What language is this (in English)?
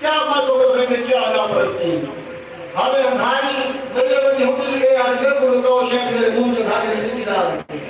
Saraiki